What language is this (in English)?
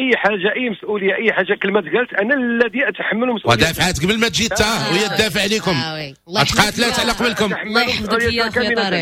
Moroccan Arabic